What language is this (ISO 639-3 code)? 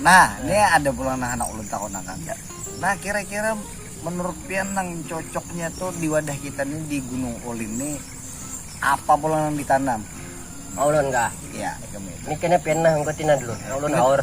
bjn